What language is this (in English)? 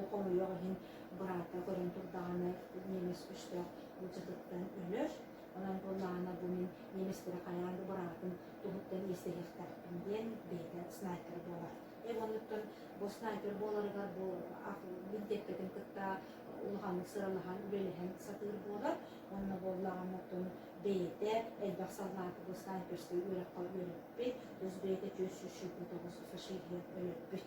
Yakut